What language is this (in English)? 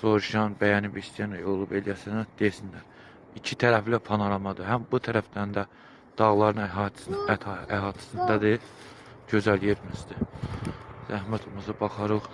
Azerbaijani